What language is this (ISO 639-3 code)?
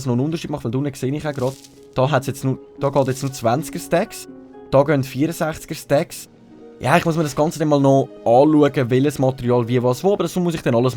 gsw